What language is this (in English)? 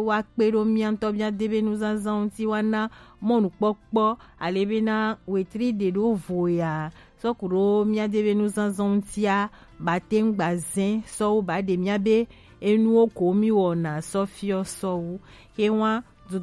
Gen